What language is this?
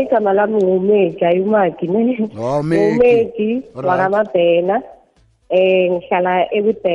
South Ndebele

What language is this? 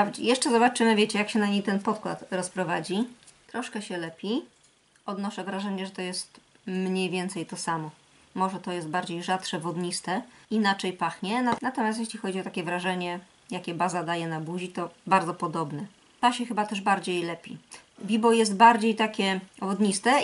Polish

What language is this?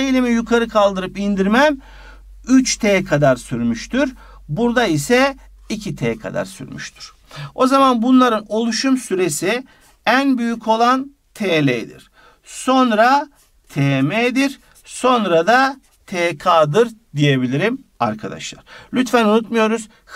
Turkish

